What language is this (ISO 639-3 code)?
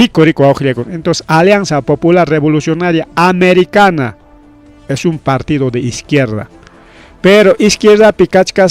quy